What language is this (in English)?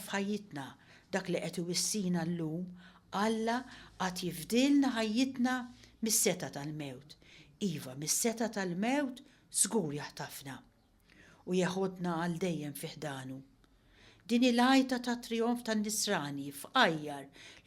Maltese